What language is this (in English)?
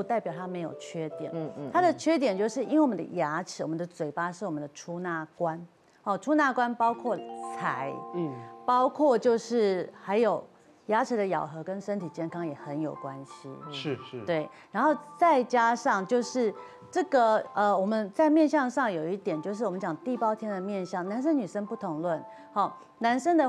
Chinese